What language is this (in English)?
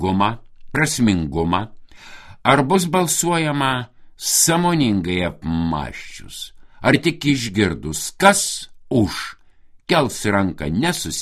Lithuanian